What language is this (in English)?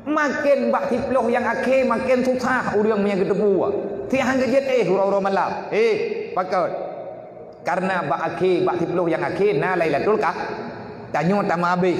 Achinese